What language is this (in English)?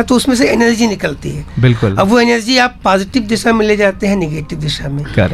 Hindi